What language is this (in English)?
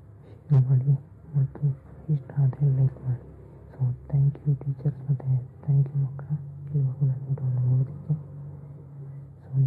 Kannada